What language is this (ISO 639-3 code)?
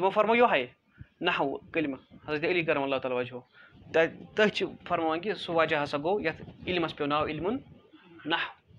kas